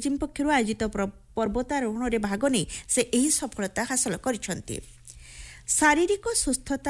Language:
Odia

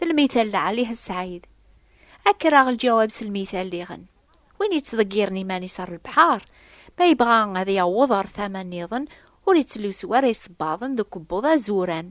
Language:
Kabyle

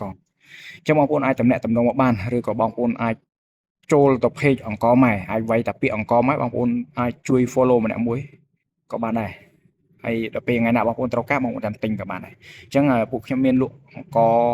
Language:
Khmer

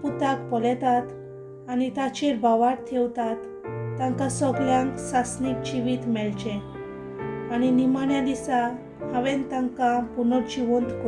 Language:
Konkani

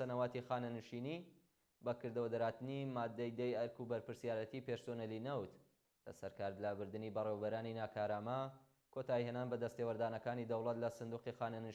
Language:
Central Kurdish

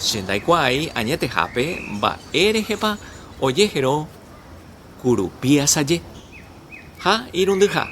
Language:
Guarani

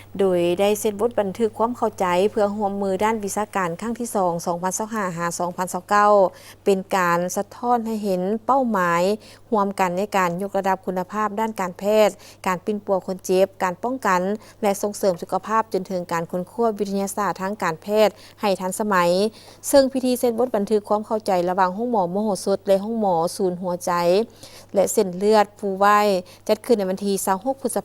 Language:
Lao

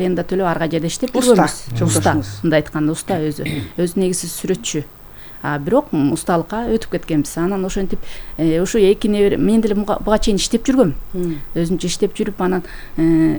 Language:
Kyrgyz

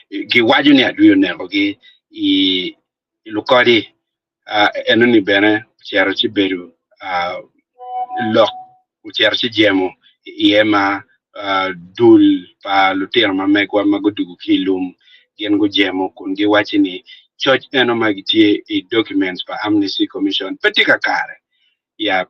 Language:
Acoli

